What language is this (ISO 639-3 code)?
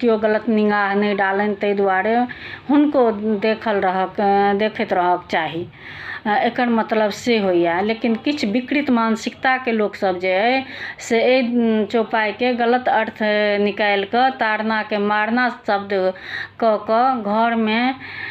mai